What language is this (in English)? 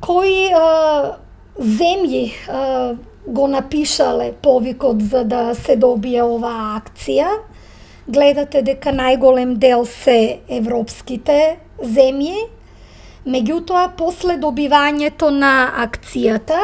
Macedonian